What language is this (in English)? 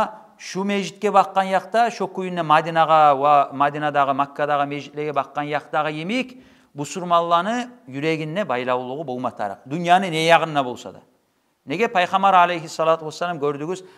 Kumyk